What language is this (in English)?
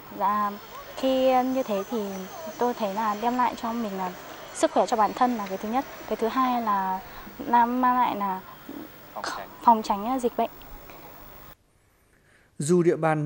Vietnamese